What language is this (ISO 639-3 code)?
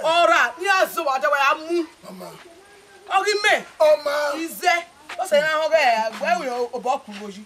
bin